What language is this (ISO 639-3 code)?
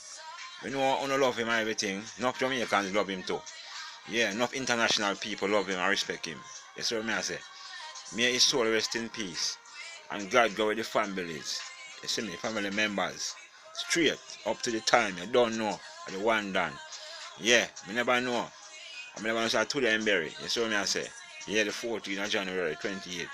jam